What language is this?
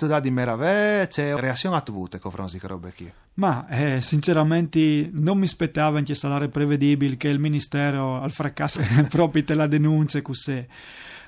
Friulian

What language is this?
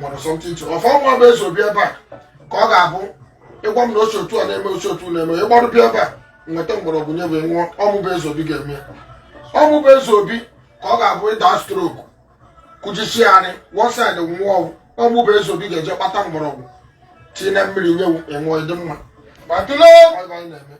Igbo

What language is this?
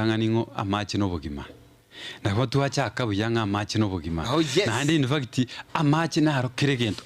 Gusii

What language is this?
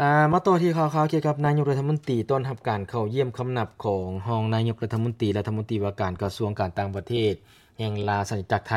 Lao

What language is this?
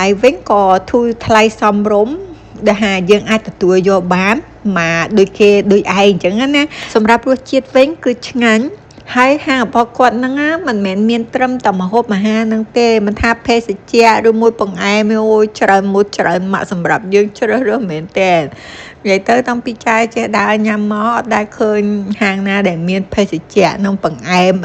Khmer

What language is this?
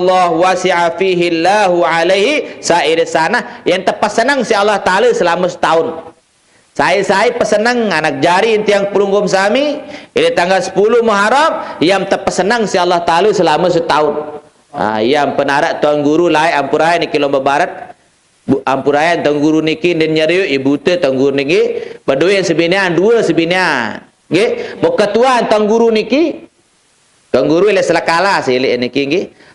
Sasak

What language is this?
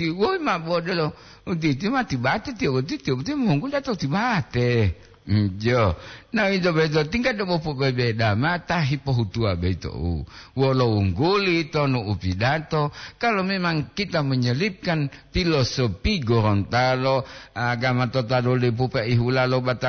Gorontalo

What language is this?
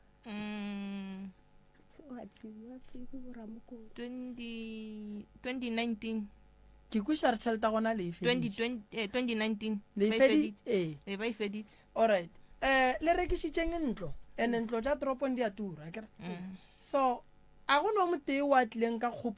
Northern Sotho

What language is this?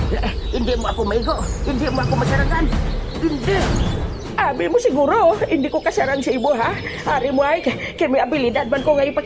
Hiligaynon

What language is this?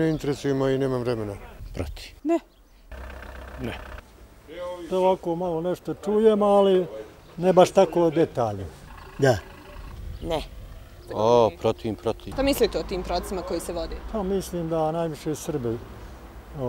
Bosnian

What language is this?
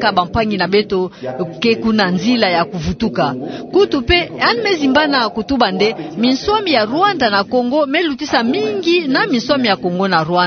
Kituba (Democratic Republic of Congo)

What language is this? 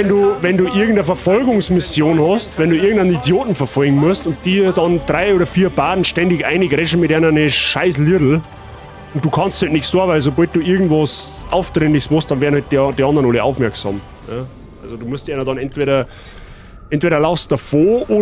Bavarian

